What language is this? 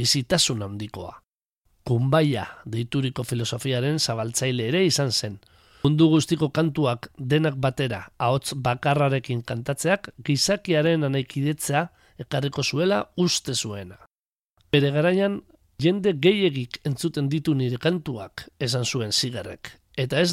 Basque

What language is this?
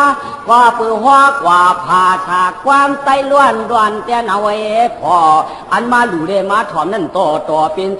Shan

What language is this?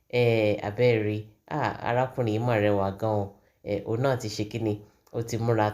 Yoruba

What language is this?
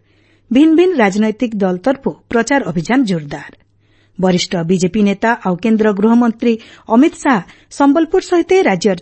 Odia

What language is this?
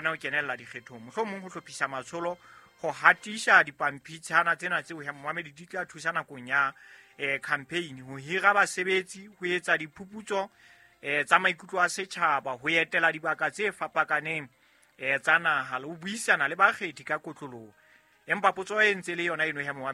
Southern Sotho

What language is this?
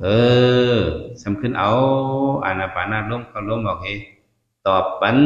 Shan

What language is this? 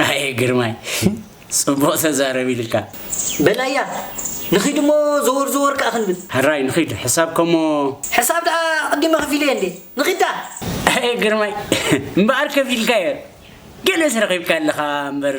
Tigrinya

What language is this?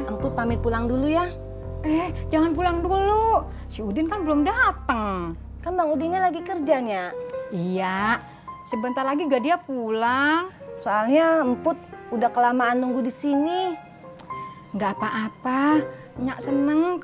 Betawi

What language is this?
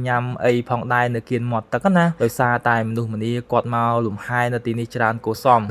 Khmer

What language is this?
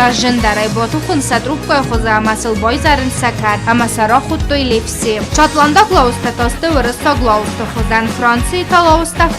Ossetic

